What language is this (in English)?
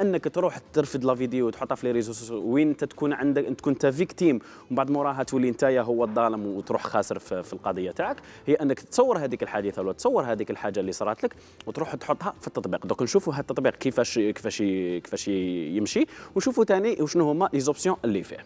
Algerian Arabic